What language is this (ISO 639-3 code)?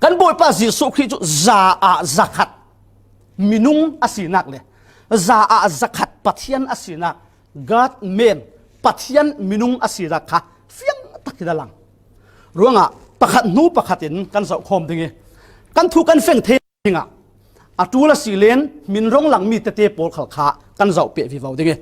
cfm